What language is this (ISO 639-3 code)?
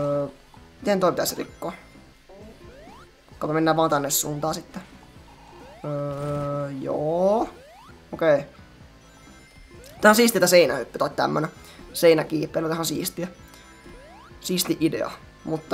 fin